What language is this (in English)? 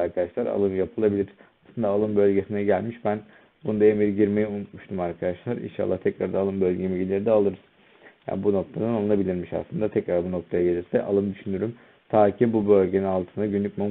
Turkish